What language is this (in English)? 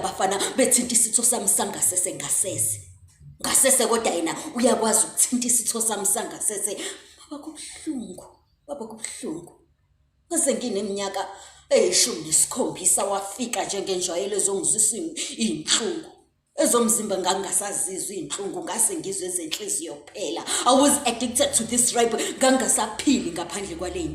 Zulu